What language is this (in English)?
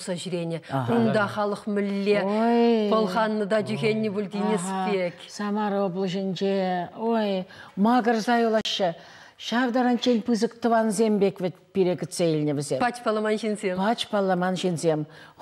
Chuvash